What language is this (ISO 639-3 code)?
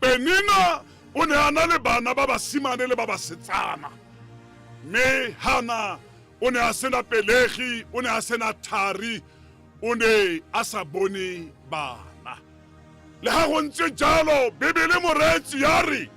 tsn